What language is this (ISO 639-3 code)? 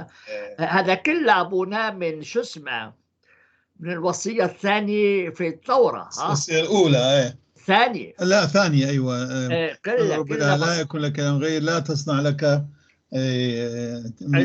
apc